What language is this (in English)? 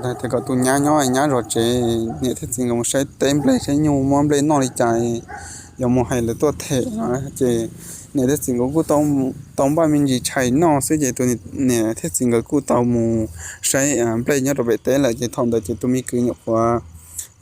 Hmong